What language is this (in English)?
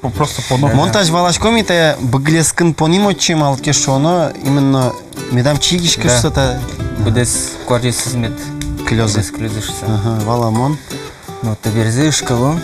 Udmurt